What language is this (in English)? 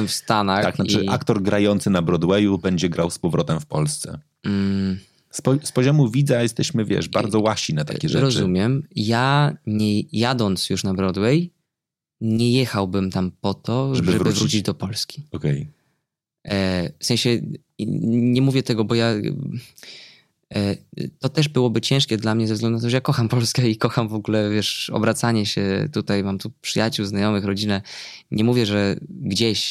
Polish